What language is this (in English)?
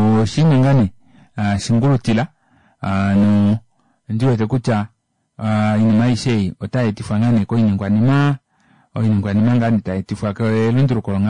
Kuanyama